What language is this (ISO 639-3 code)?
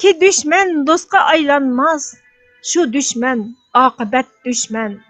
uig